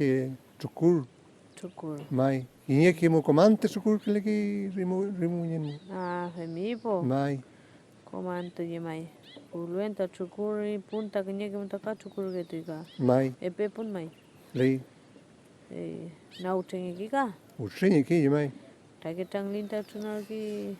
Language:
Mapuche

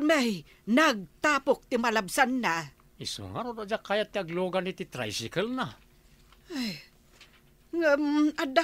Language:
Iloko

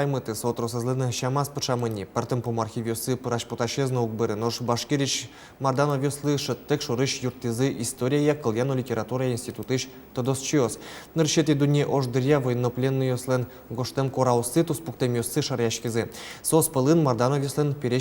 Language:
Udmurt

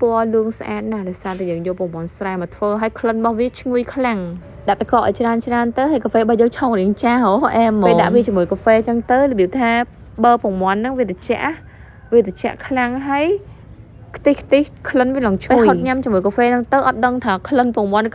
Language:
Khmer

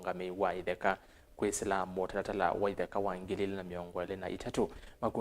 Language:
Kamba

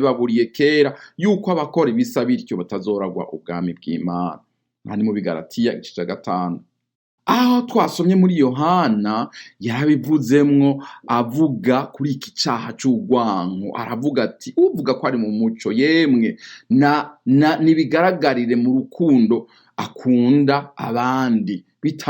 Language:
Rundi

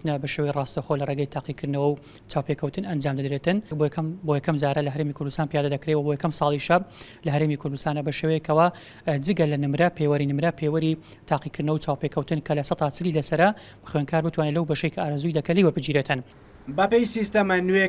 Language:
Central Kurdish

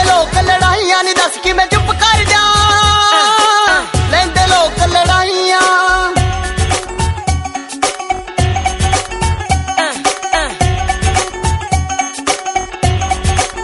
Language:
Punjabi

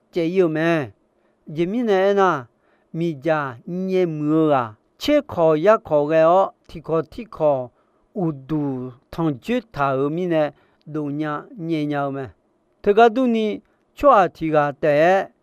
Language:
Akha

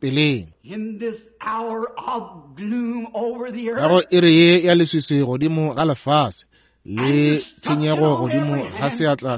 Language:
Northern Sotho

